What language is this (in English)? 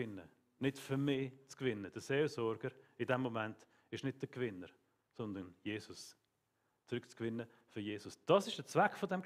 Swiss German